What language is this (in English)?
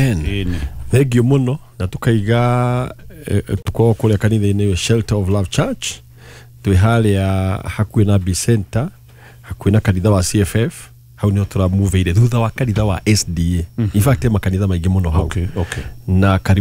Kikuyu